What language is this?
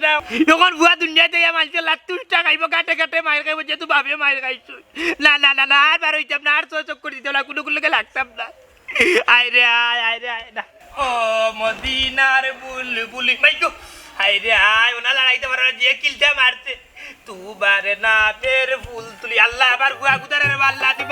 Sylheti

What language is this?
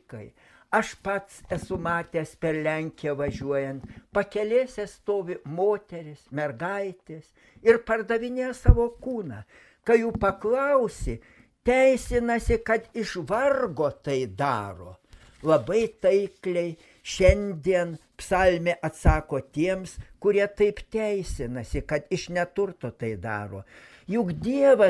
Lithuanian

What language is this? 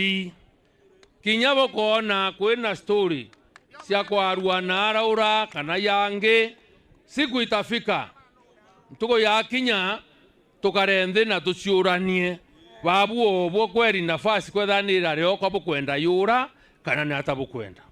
Meru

